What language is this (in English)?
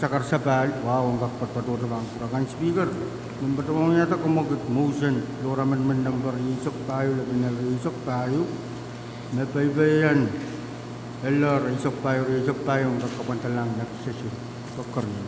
Pohnpeian